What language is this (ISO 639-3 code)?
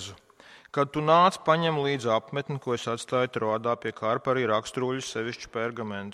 lav